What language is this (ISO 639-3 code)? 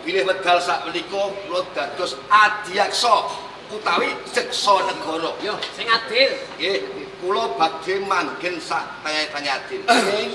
jav